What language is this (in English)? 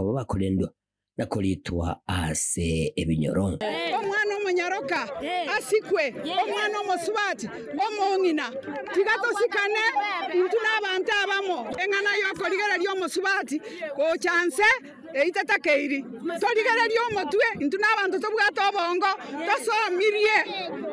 Gusii